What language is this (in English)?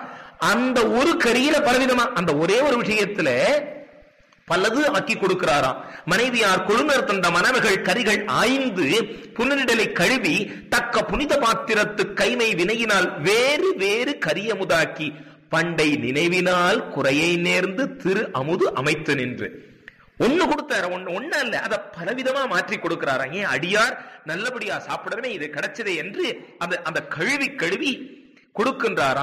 Tamil